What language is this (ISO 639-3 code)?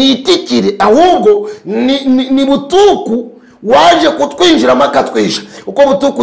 kin